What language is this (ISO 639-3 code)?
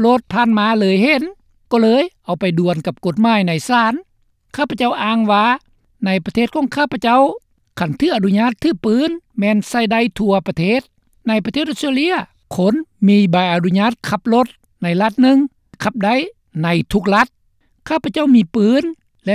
lao